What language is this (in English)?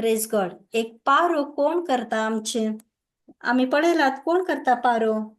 Konkani